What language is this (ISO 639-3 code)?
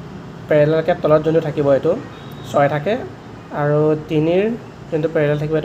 asm